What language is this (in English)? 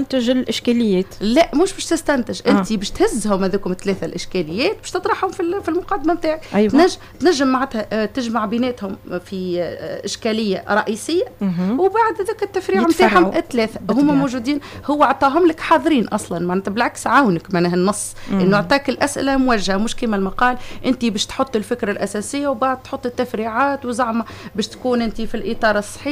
Tunisian Arabic